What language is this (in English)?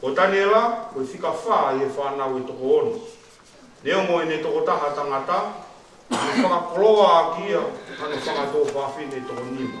Tongan